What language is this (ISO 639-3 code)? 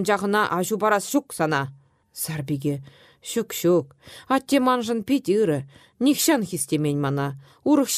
chv